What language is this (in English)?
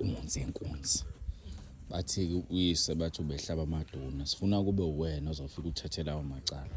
Zulu